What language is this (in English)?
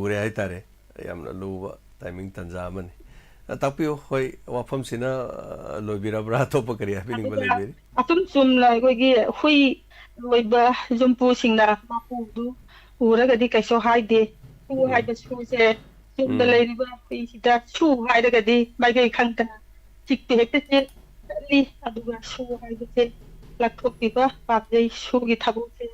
Manipuri